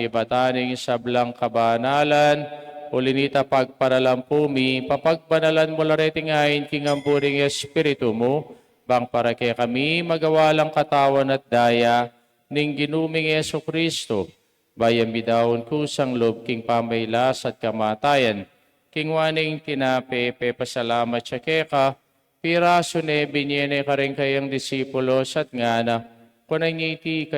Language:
Pampanga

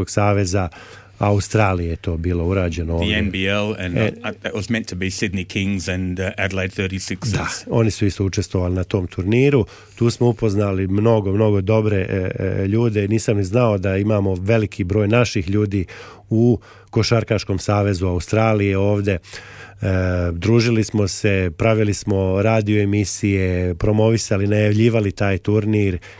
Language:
Serbian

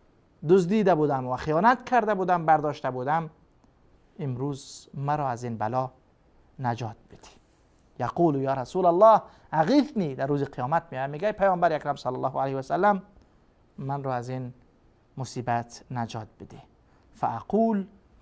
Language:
Persian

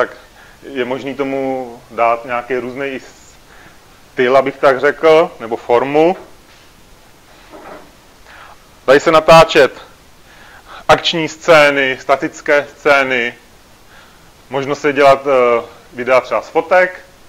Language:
Czech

